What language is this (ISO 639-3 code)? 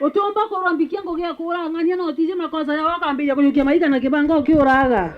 mer